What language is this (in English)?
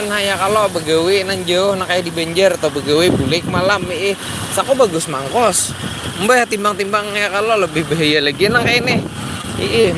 Banjar